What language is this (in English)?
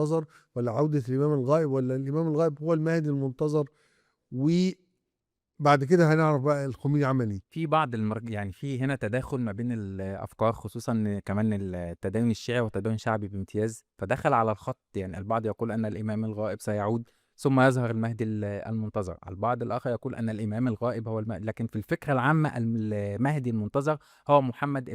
Egyptian Arabic